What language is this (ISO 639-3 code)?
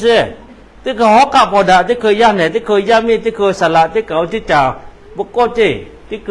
lhu